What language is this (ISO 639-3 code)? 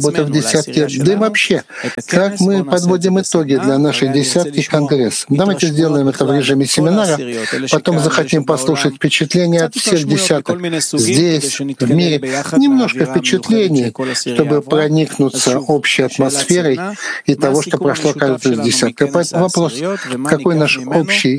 rus